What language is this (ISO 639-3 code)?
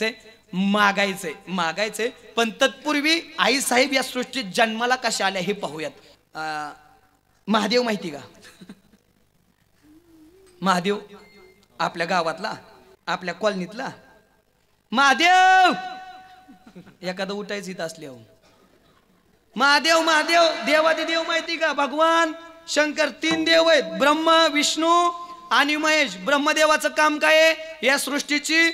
mar